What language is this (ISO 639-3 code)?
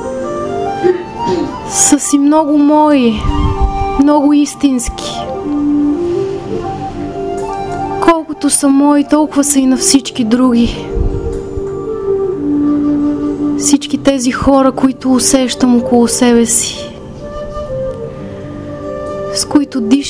bul